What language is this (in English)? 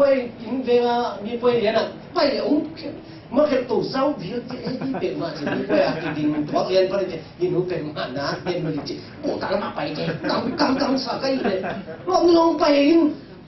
Tedim Chin